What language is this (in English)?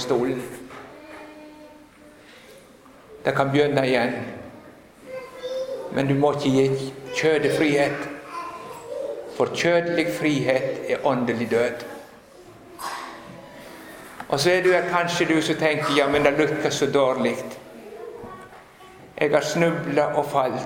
Norwegian